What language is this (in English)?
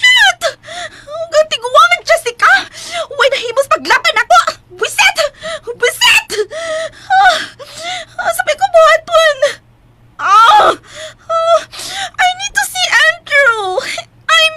Cebuano